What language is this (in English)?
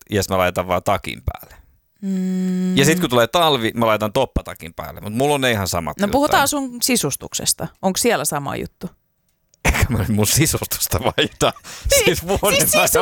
Finnish